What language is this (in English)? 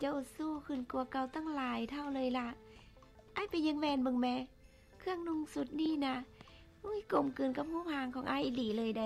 Lao